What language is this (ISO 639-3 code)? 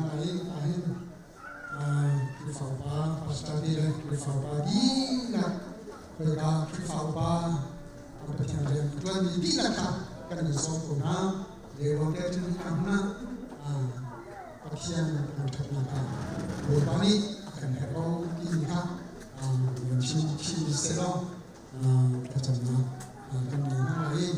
cnh